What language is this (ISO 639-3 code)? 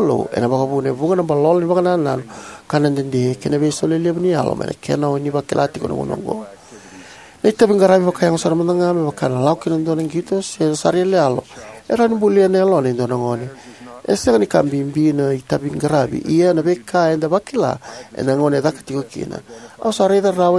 fij